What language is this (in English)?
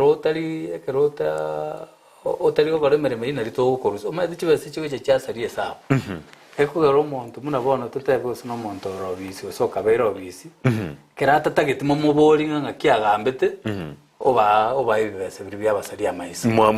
Gusii